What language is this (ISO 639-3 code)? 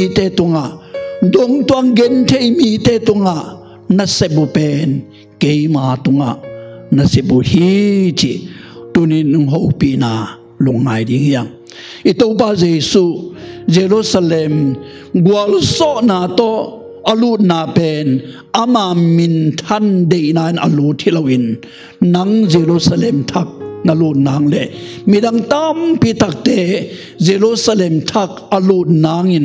ctd